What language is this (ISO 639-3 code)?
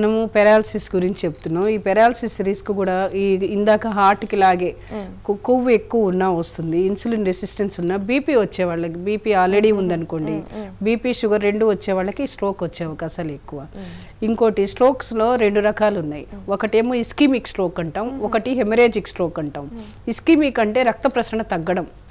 tel